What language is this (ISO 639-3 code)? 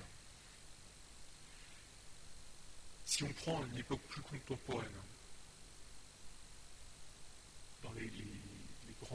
fra